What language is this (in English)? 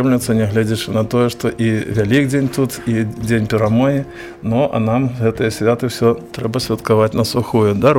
Belarusian